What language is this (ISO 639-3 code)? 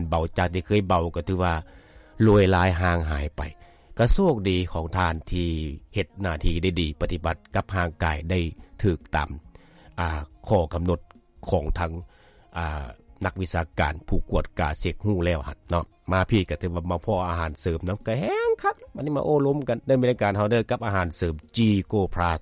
lao